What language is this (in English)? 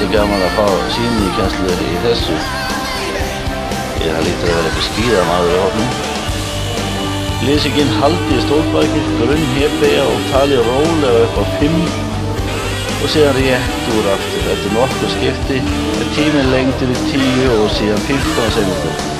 Icelandic